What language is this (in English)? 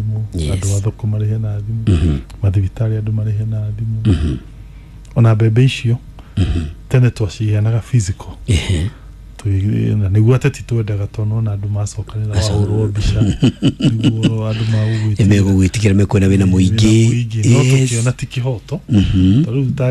Kikuyu